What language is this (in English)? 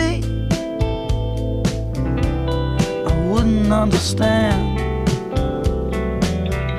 English